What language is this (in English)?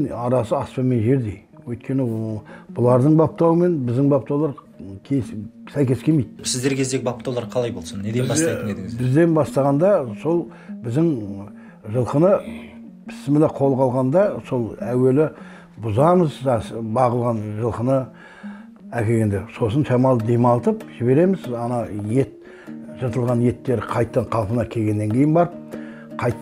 Kazakh